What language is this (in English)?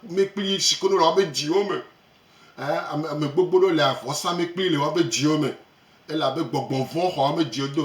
Gen